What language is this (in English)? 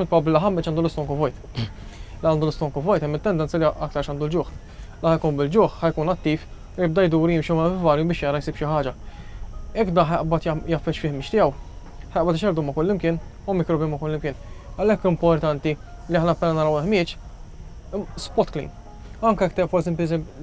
Maltese